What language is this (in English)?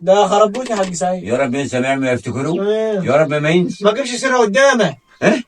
Egyptian Arabic